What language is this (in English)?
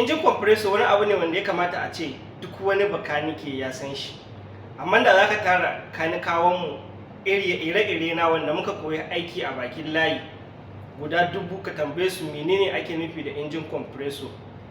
Hausa